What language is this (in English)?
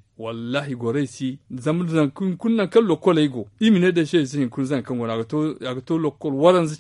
Zarma